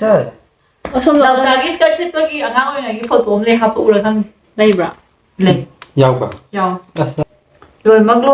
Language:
Manipuri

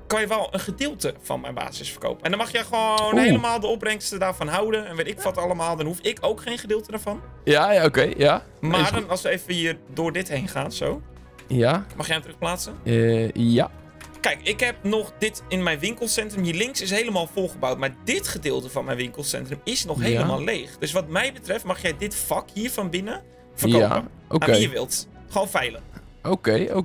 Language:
Dutch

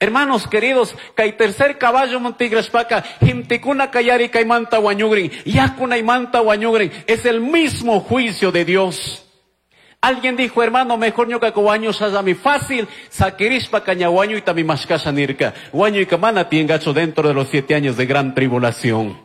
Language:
Chimborazo Highland Quichua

